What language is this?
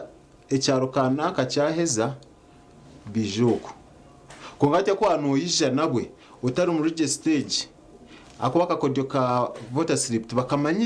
Nyankole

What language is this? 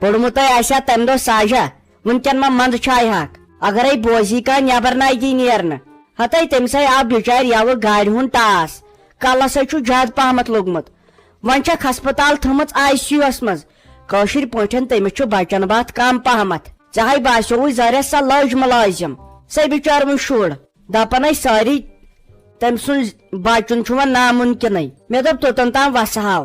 Kashmiri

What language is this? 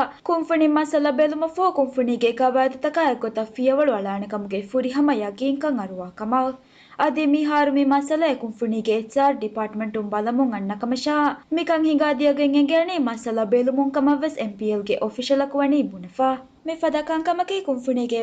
Divehi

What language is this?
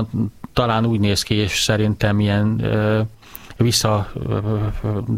Hungarian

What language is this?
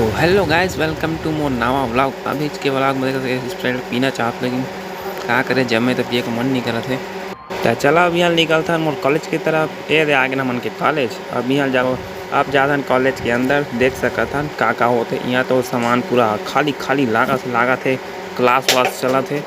Chhattisgarhi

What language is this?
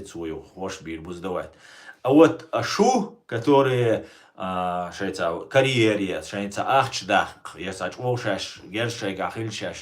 Chechen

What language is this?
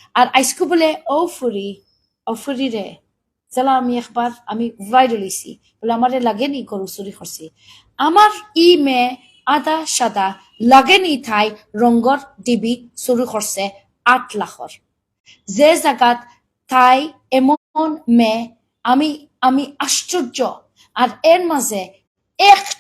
Sylheti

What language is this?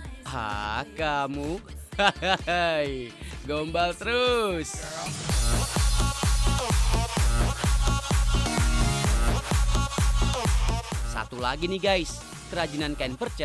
Indonesian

